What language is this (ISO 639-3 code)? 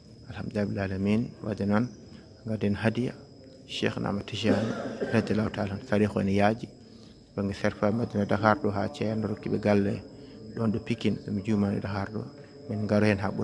ful